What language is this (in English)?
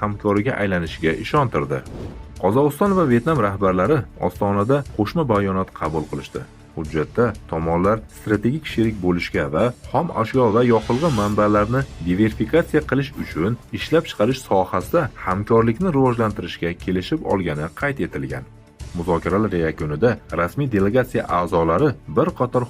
Uzbek